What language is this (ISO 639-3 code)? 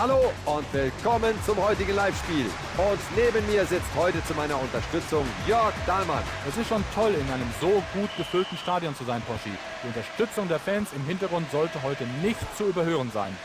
bar